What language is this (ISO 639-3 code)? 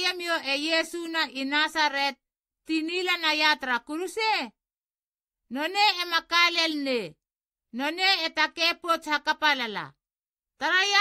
hla